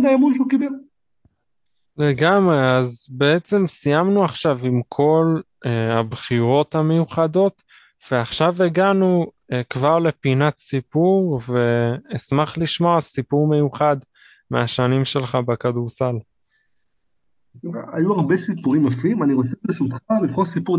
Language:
Hebrew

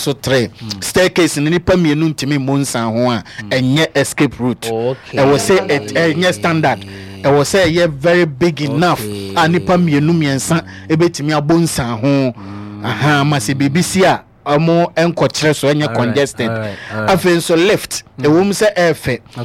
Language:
Akan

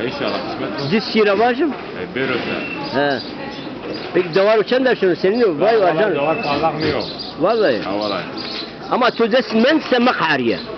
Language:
Zaza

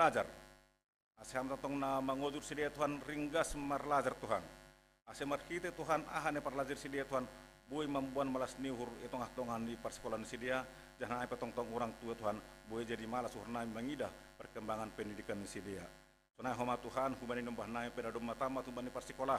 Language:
Batak Simalungun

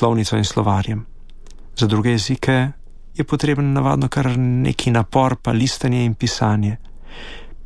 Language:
Slovenian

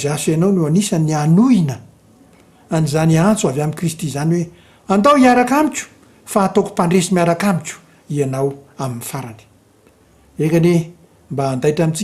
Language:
Malagasy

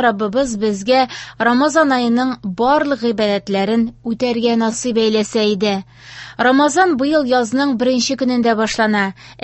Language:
Tatar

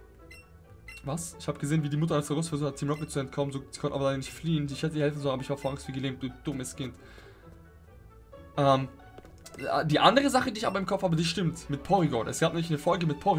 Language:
German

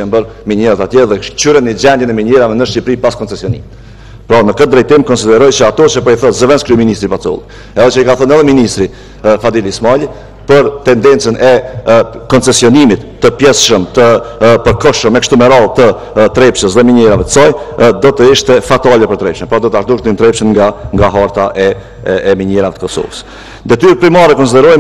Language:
Albanian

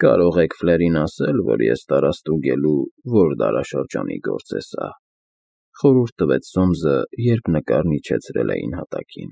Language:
Armenian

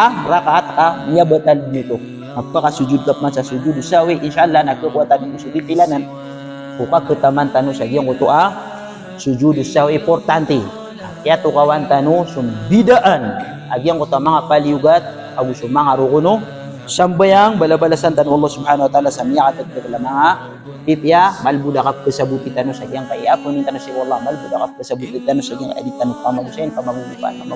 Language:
Maranao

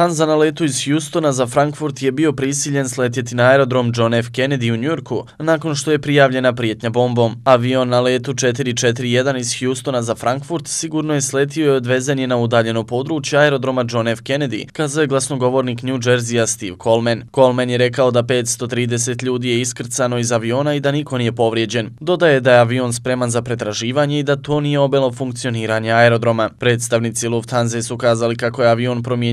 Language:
Bosnian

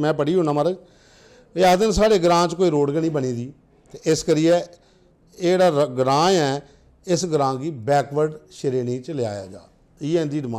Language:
Dogri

